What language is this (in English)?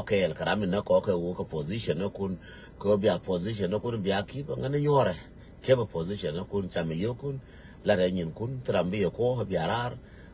Nuer